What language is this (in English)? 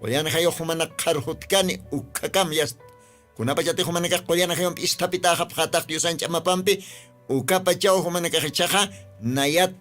Aymara